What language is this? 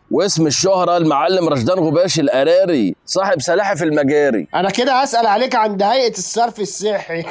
Egyptian Arabic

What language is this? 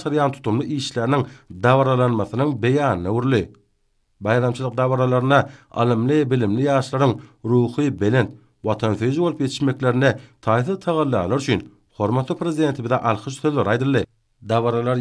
Turkmen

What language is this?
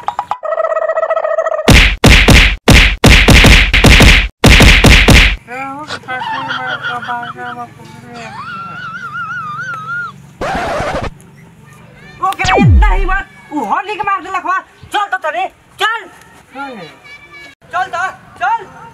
Bhojpuri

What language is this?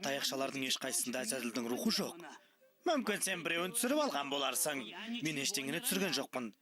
Kazakh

